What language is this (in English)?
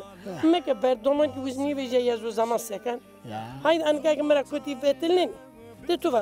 Zaza